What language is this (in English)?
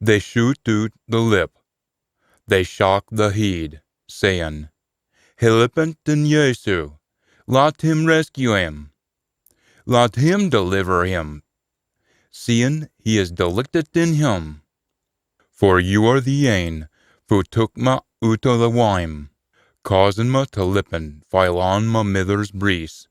Scots